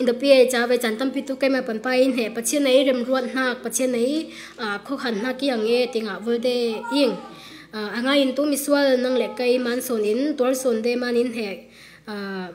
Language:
Falam Chin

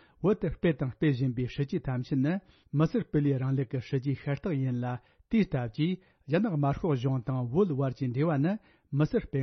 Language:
Tibetan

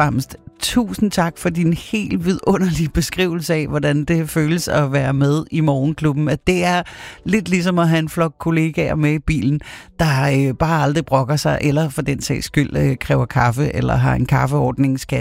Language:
Danish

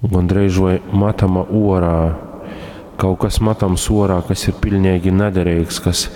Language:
Latgalian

